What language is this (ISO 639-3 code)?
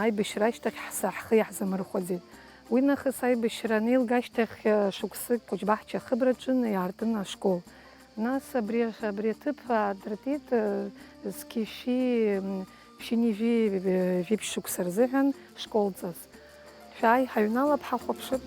abk